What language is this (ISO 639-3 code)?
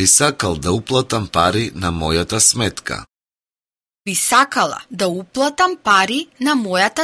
mkd